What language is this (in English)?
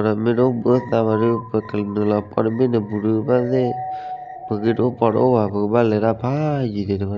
S'gaw Karen